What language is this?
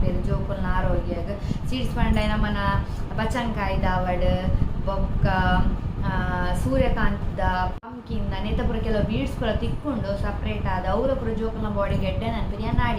Tulu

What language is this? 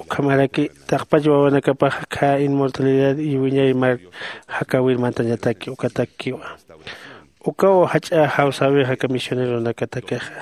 Aymara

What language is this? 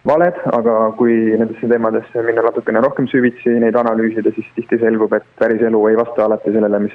Estonian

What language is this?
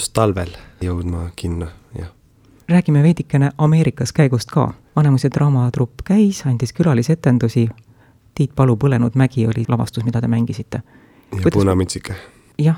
Estonian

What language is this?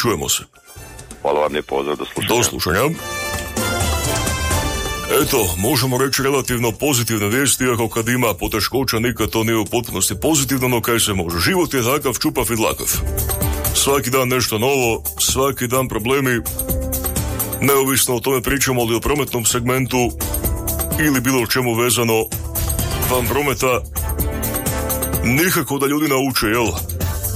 Croatian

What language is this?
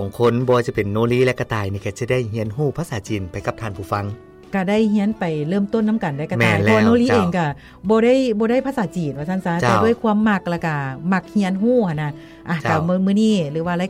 Lao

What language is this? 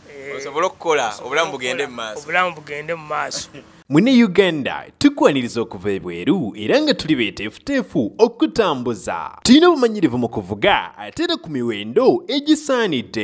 Ganda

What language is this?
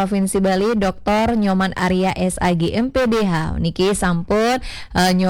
Balinese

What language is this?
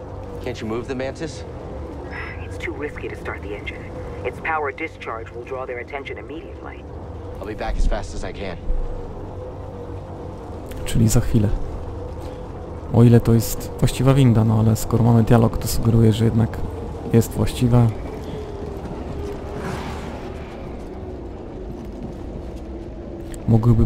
Polish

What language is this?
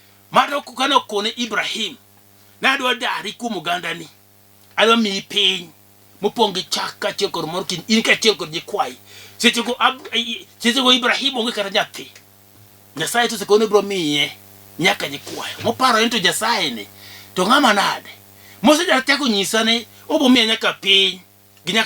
Luo (Kenya and Tanzania)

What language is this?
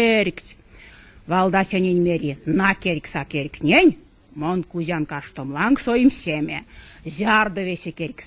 Erzya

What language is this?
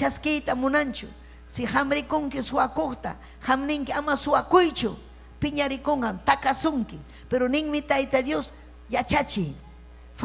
Ayacucho Quechua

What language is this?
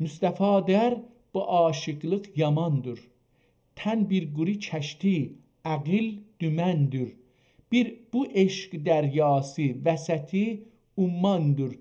South Azerbaijani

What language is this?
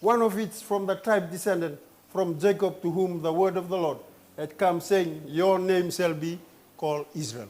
Fijian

